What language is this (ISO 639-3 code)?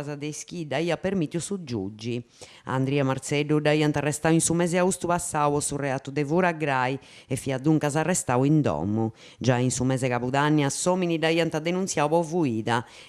srd